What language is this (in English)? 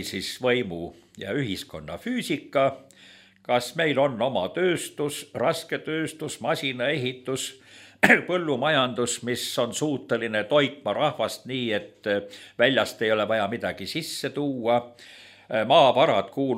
Estonian